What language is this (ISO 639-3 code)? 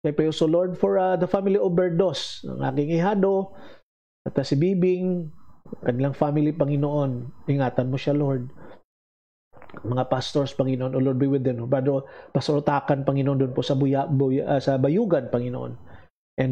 fil